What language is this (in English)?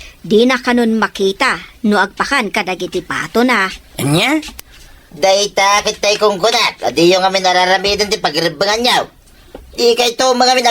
Iloko